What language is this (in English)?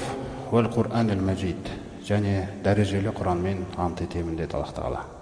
Kazakh